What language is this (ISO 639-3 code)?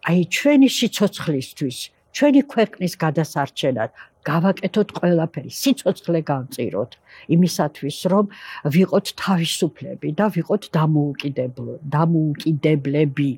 kat